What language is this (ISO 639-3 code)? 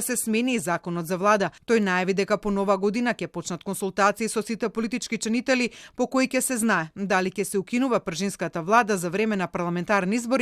mkd